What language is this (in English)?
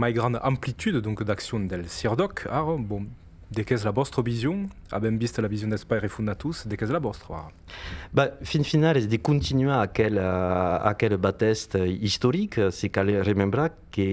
Occitan